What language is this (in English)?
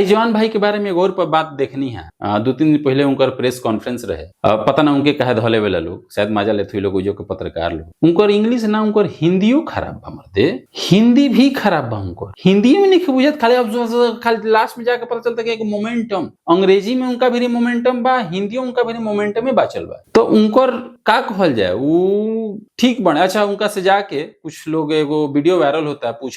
Bhojpuri